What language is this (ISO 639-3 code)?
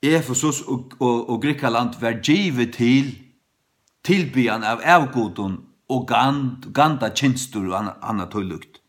fao